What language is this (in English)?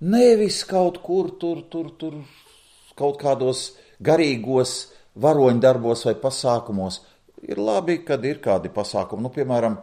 Latvian